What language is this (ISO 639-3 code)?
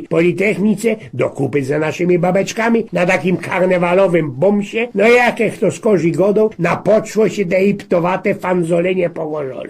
szl